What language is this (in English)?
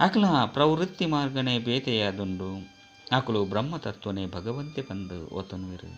Tulu